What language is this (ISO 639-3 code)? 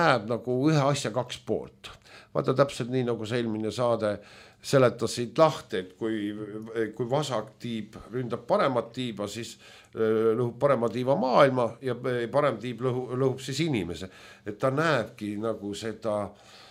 est